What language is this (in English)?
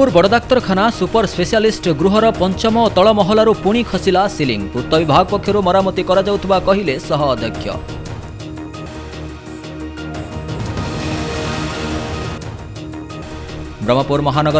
Odia